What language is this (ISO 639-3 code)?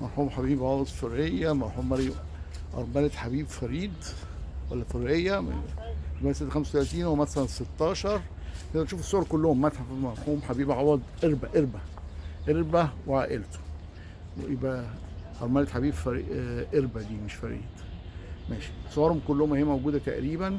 arz